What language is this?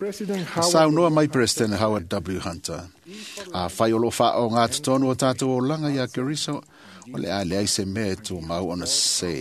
Samoan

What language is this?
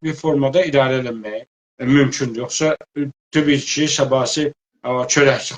South Azerbaijani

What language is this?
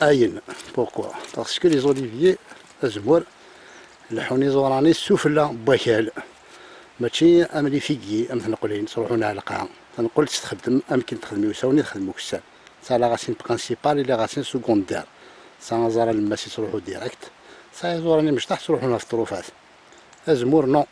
Kabyle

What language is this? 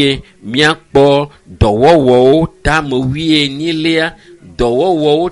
Ewe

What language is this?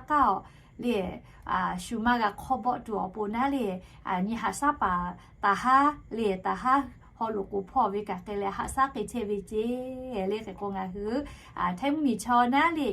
Lahu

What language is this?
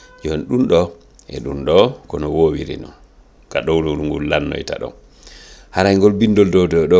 Fula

